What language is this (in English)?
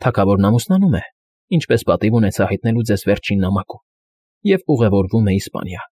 Armenian